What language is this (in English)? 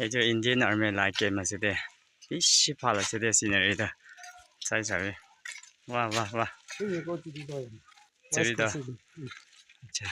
Naga Pidgin